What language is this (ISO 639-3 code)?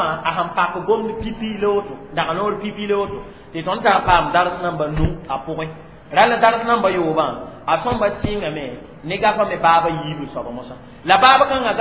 mos